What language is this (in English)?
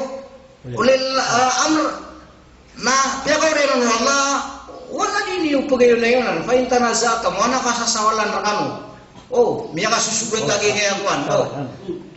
Maranao